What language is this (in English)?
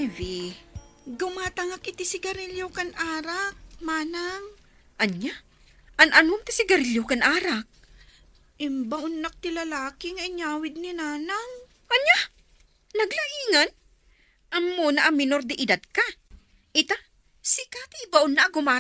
Iloko